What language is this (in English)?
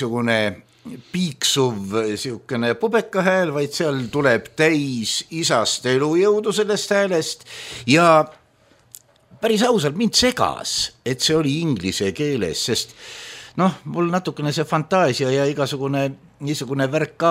Estonian